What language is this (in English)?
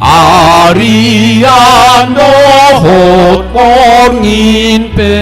Batak Toba